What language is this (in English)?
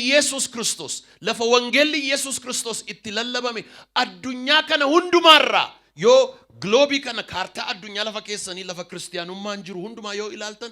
Oromo